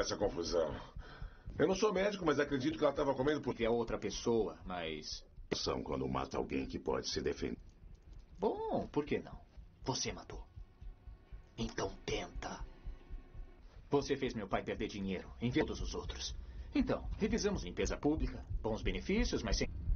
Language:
Portuguese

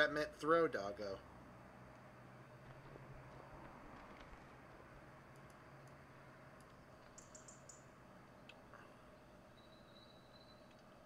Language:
English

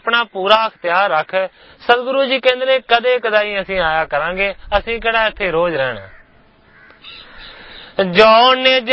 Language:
Punjabi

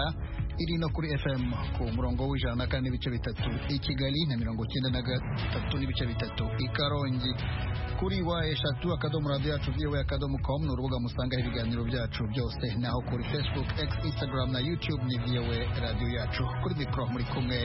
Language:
Kinyarwanda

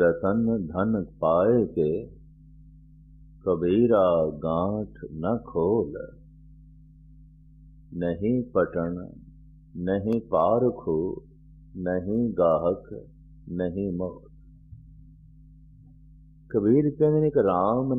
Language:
Punjabi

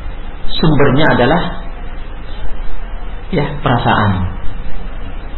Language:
Indonesian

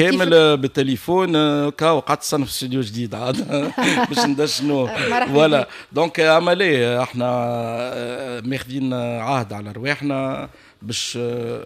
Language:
Tunisian Arabic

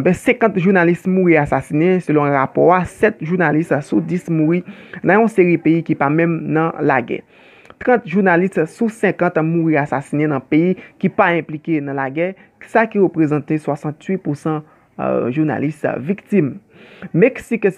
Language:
Haitian Creole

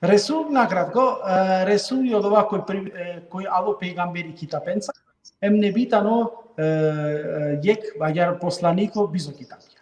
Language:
Balkan Romani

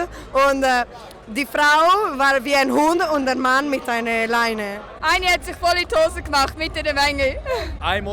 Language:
Swiss German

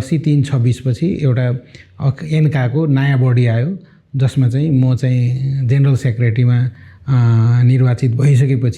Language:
Nepali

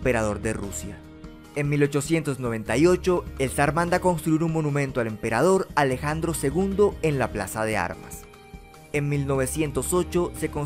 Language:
Spanish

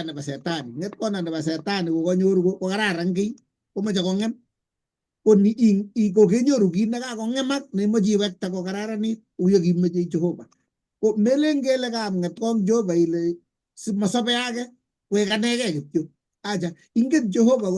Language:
Kalenjin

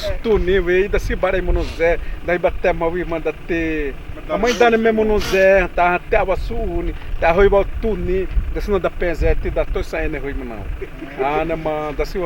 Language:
Xavánte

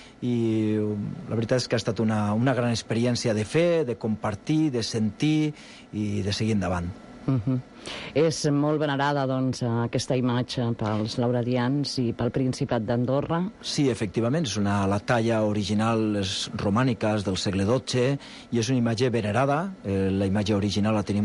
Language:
Catalan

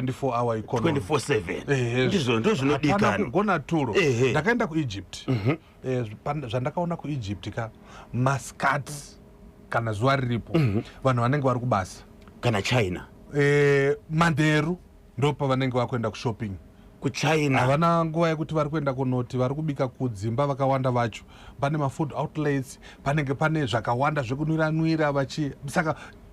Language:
Shona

